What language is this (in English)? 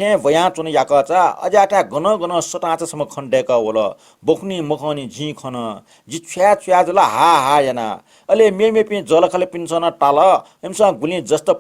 Newari